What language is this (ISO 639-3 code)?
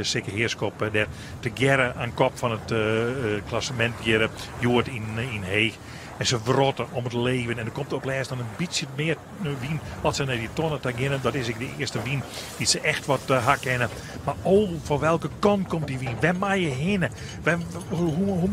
fry